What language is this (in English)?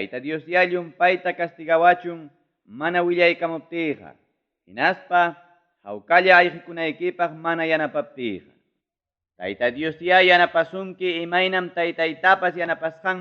Ayacucho Quechua